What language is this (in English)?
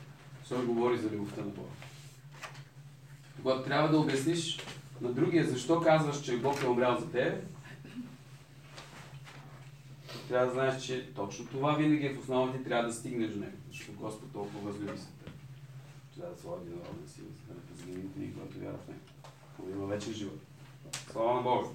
Bulgarian